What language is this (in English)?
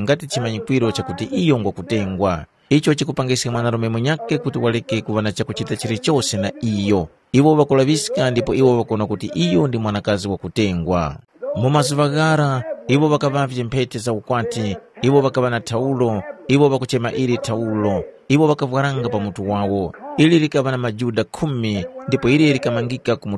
Tumbuka